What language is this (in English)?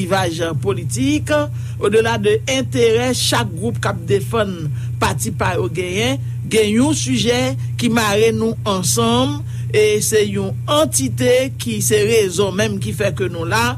Haitian Creole